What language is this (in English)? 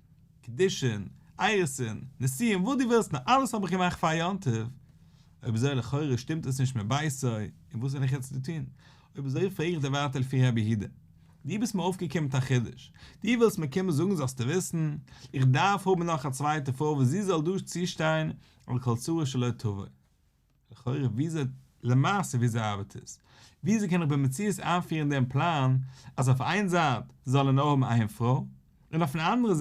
Yiddish